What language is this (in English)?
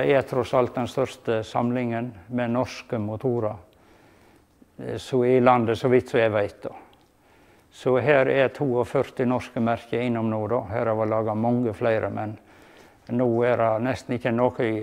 Norwegian